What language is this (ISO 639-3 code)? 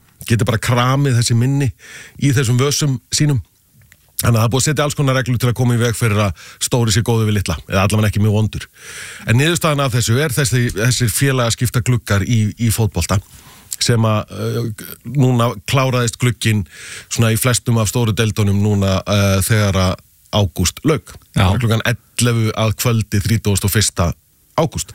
isl